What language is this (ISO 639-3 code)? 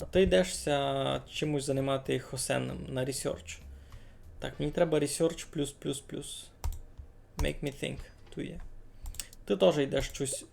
rue